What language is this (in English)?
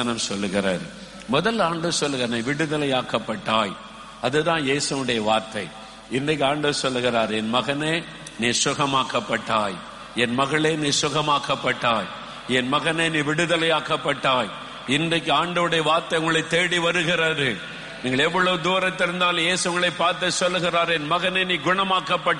Tamil